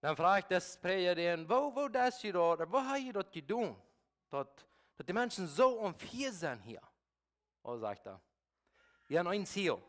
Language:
Plautdietsch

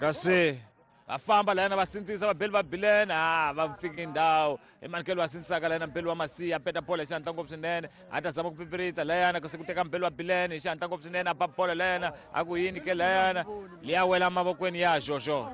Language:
Tsonga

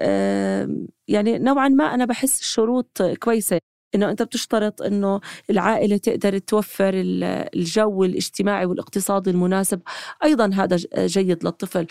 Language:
North Levantine Arabic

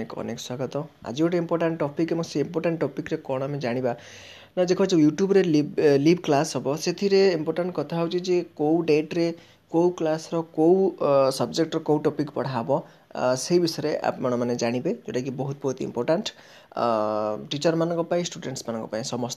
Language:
Odia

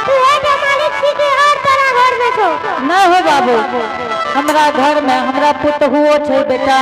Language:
Angika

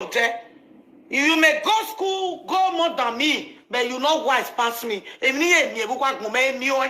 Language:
Nigerian Pidgin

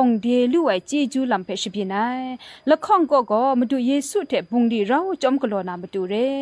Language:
Kachin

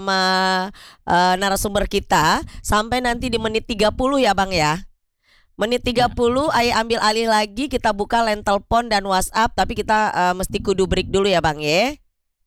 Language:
Indonesian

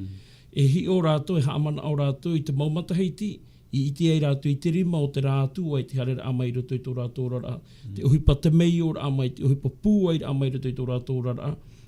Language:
Tahitian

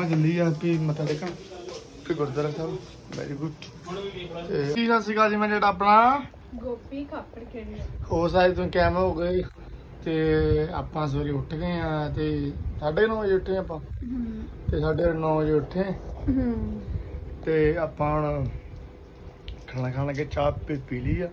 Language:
Punjabi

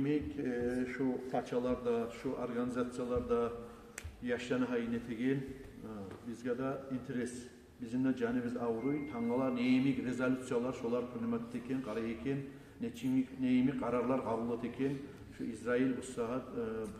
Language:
Kumyk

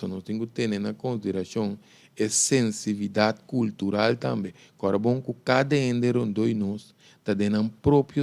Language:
Papiamento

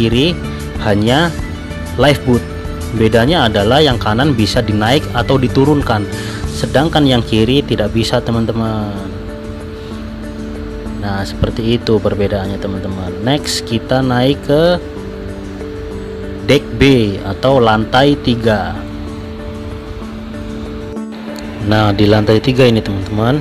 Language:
Indonesian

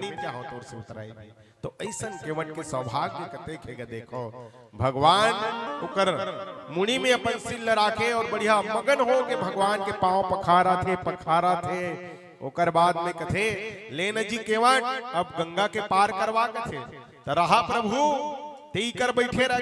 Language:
Chhattisgarhi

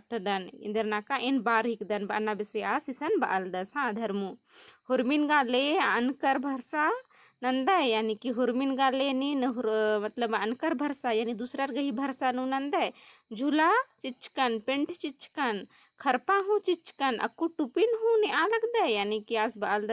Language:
Kurukh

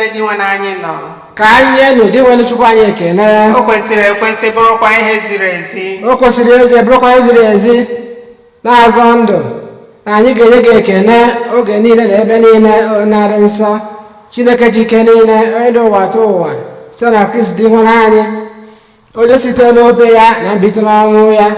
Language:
Igbo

